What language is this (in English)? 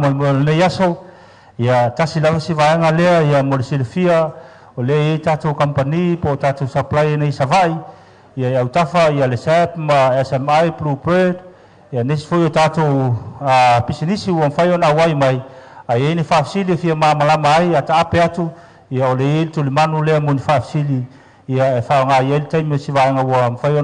Samoan